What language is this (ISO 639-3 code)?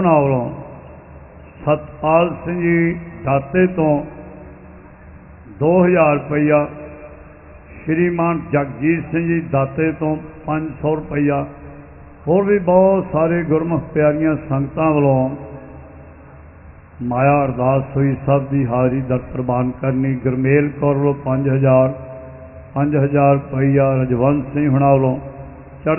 pan